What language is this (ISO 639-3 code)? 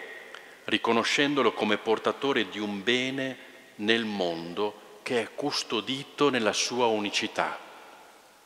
ita